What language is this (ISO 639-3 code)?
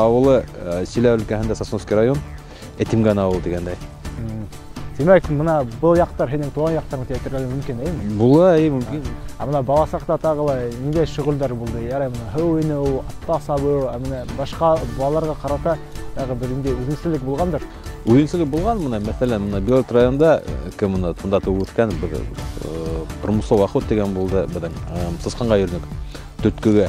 bak